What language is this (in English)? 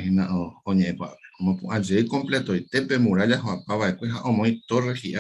Guarani